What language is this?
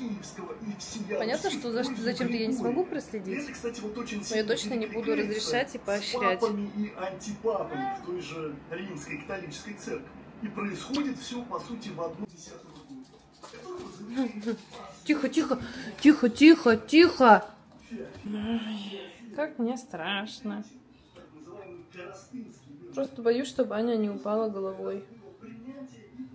Russian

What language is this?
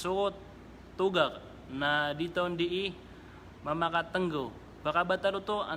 Maranao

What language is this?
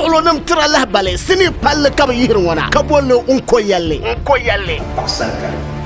Dagbani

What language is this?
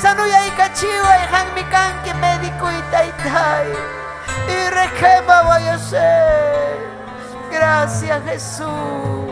Ayacucho Quechua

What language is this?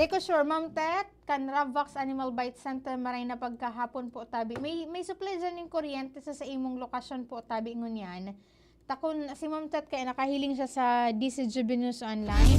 Bikol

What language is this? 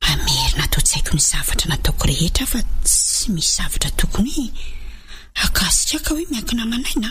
Malagasy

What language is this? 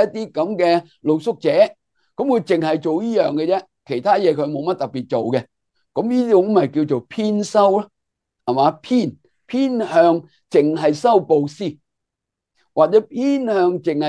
Cantonese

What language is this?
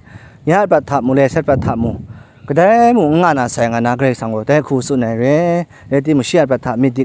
Kachin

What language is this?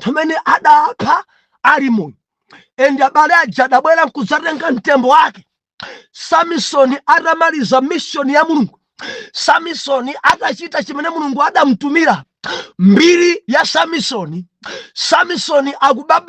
Nyanja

